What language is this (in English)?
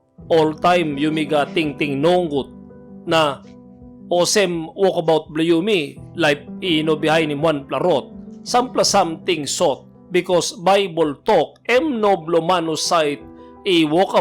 Tok Pisin